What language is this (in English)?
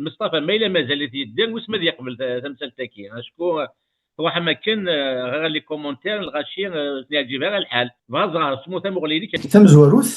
Kabyle